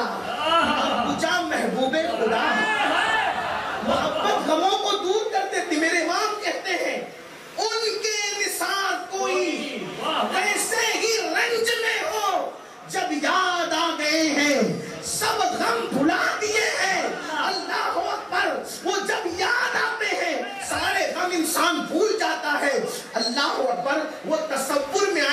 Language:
Urdu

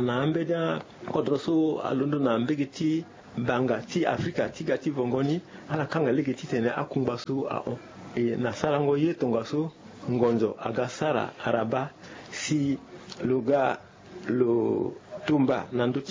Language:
Sango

